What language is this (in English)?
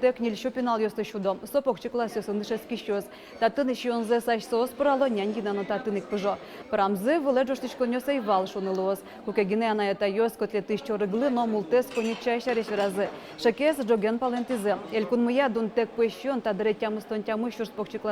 Udmurt